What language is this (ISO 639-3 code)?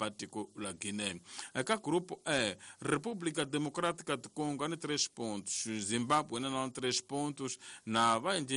tso